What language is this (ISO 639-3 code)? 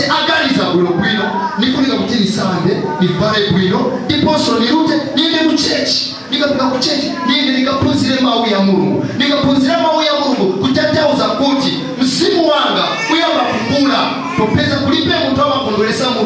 nya